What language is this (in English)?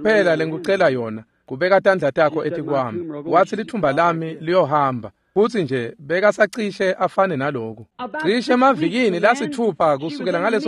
Swati